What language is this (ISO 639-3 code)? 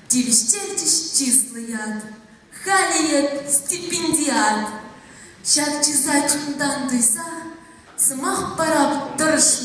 chv